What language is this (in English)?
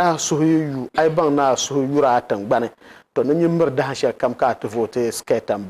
Dagbani